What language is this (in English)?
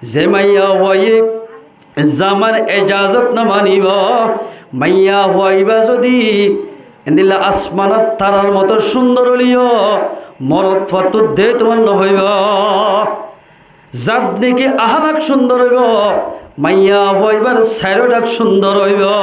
Rohingya